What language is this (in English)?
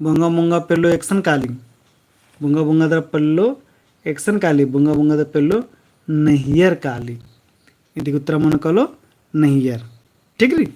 Kurukh